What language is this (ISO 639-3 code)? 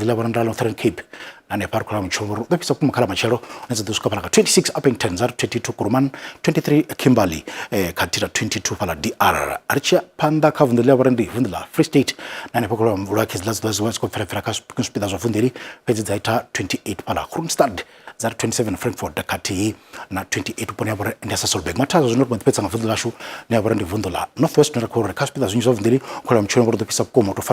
ven